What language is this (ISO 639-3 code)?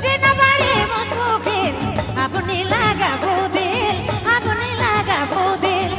sck